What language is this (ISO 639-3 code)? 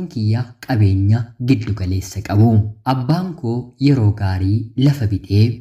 orm